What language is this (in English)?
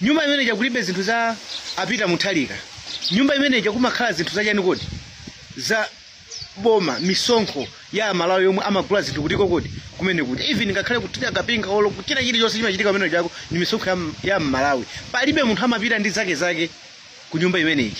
Nyanja